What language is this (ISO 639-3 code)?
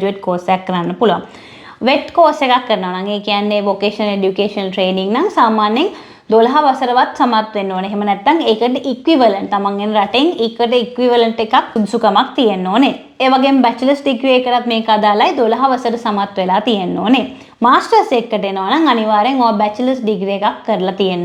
sin